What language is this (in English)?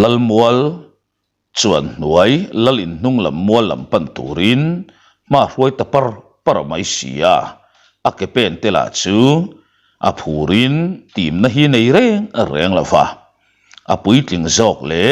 Mizo